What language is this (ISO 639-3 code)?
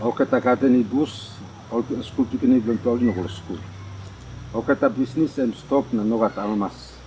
tpi